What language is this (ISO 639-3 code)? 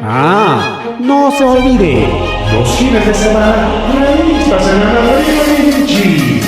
quy